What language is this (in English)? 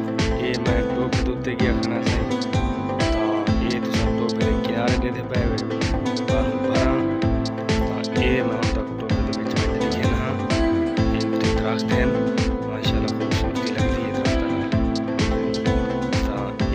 Saraiki